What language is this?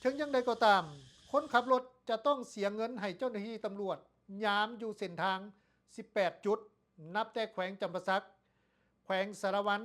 Lao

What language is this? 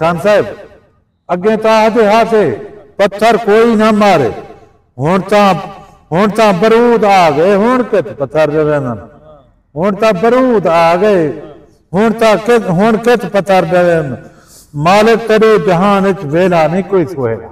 Saraiki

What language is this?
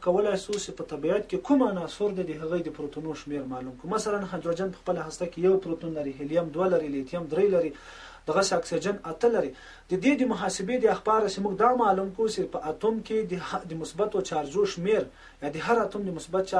Pashto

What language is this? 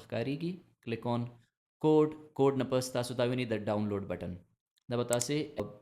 Pashto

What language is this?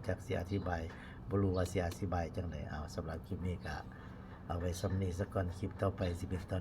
Lao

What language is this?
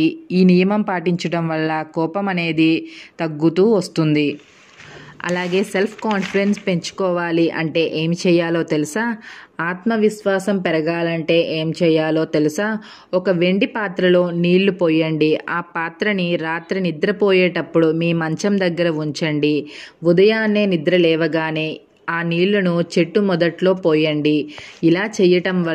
Telugu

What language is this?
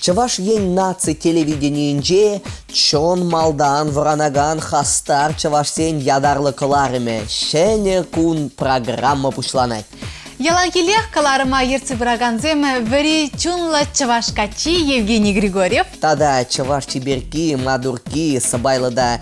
Chuvash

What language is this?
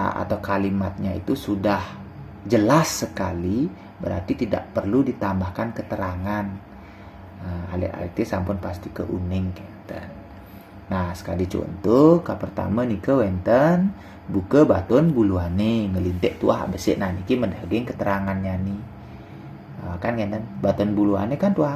Balinese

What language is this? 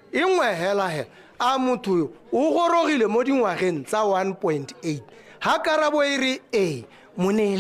Tswana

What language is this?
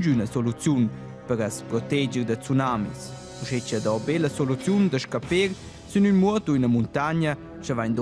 Romansh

